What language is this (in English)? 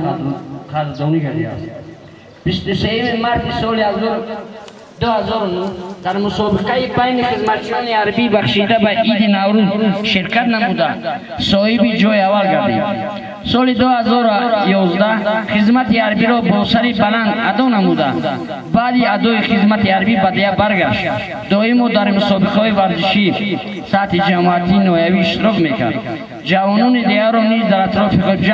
Tajik